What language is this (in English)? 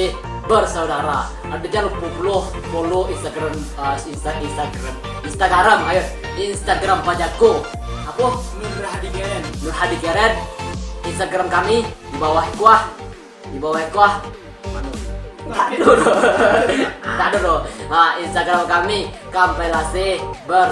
Minangkabau